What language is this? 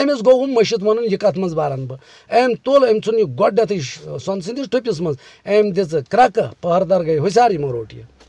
Kashmiri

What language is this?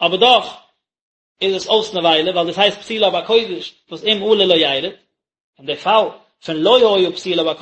Yiddish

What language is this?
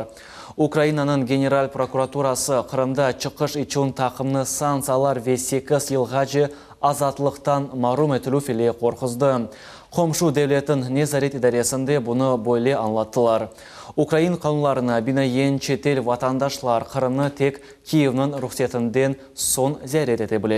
Crimean Tatar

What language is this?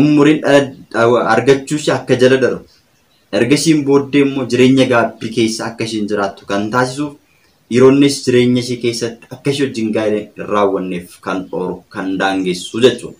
Oromo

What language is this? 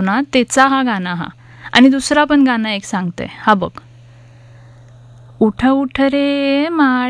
Marathi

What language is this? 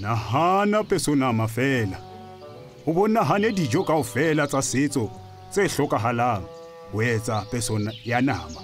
Southern Sotho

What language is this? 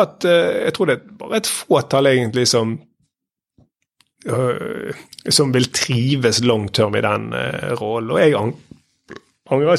Norwegian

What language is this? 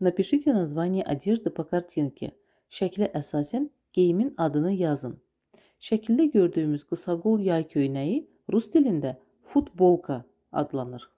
Azerbaijani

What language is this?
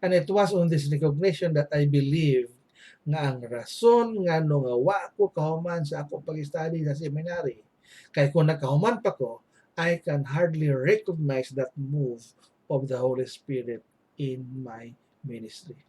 Cebuano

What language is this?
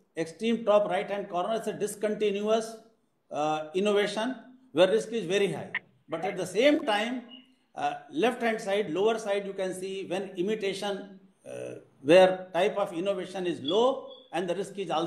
English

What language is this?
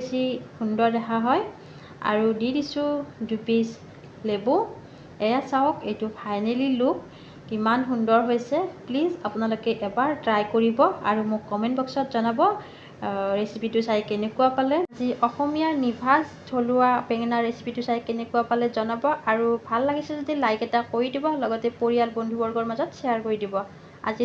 Assamese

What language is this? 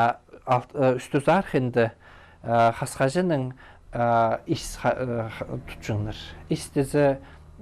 Khakas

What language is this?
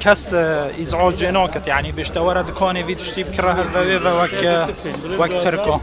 Kurdish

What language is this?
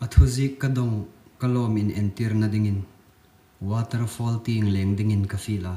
Hmar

